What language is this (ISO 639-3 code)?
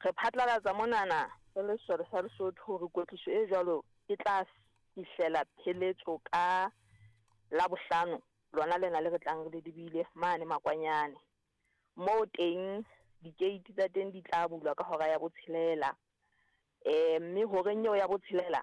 sot